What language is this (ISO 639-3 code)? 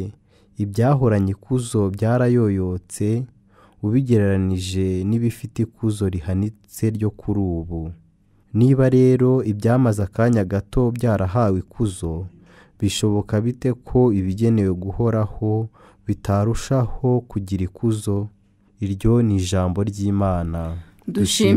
kin